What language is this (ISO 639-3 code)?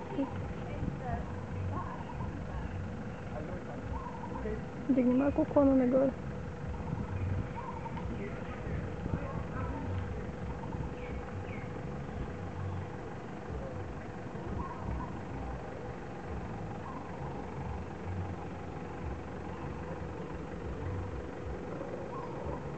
bul